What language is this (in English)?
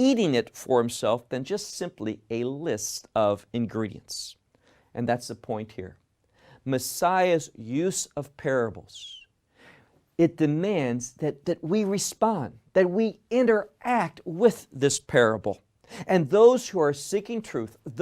English